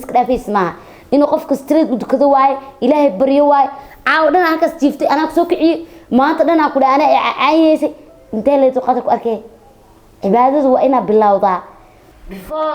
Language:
Somali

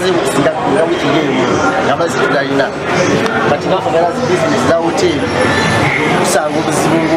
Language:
Nyankole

